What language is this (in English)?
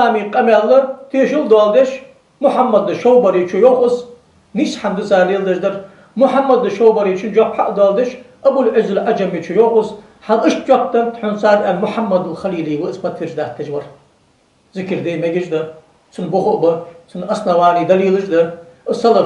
Ingush